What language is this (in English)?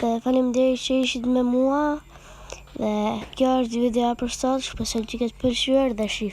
Albanian